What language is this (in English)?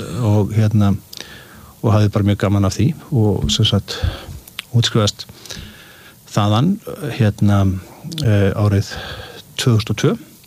Icelandic